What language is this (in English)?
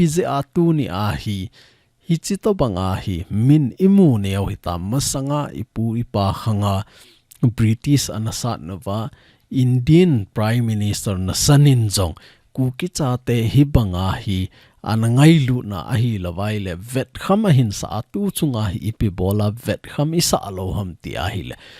Thado Chin